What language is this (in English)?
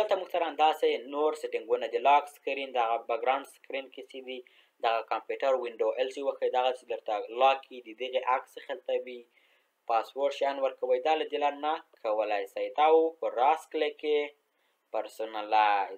Pashto